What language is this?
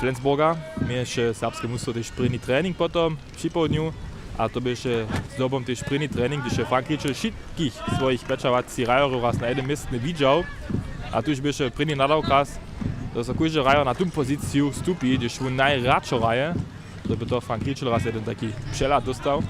Upper Sorbian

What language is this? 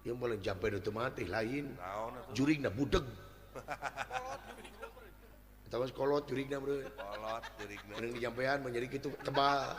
Sundanese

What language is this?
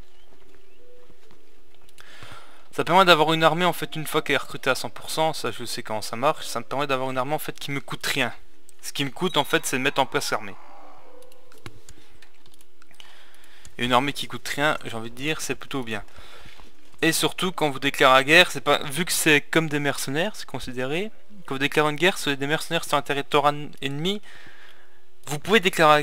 French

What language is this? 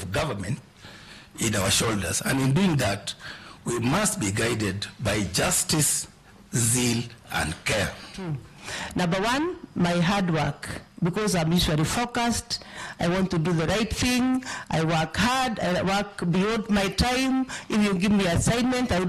Gusii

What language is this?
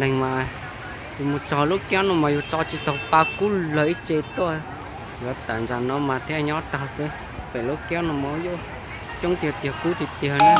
Hmong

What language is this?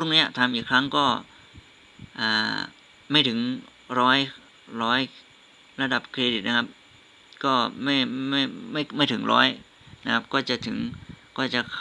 Thai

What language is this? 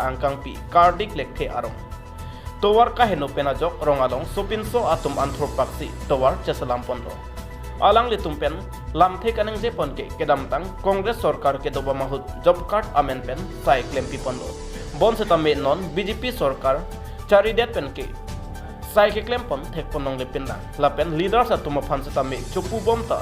Karbi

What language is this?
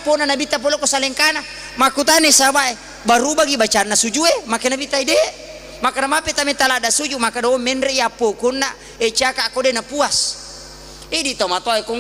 Buginese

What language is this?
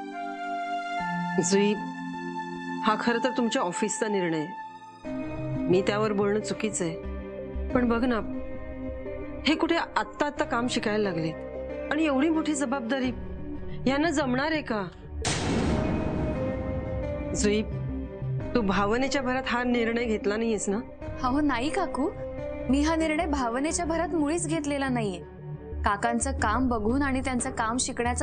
Marathi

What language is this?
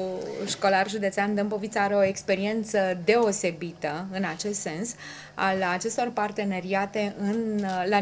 Romanian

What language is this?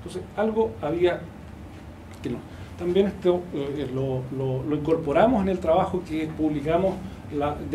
Spanish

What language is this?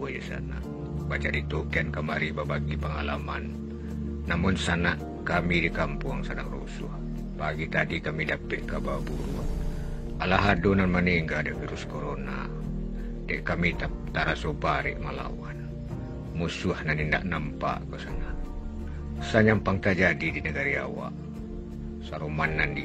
Minangkabau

